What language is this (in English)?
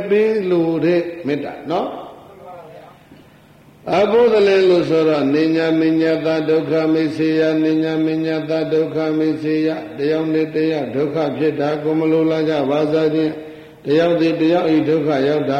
Burmese